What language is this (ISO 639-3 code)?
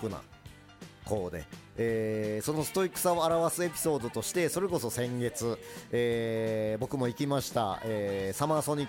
jpn